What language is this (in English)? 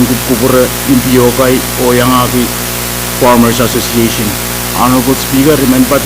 Pohnpeian